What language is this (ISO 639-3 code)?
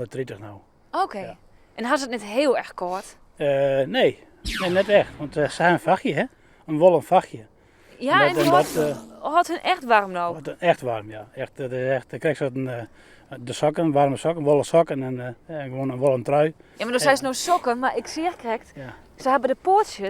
fry